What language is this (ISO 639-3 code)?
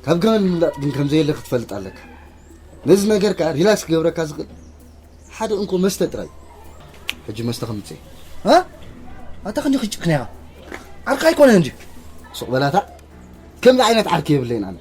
tir